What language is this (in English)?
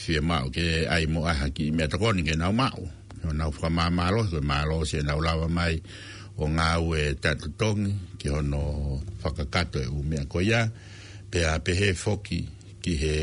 Tongan